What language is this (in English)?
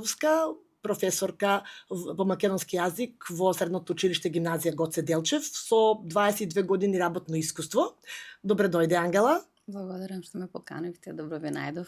Macedonian